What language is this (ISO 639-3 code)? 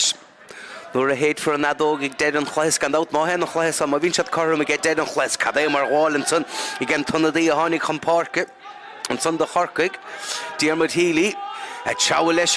gle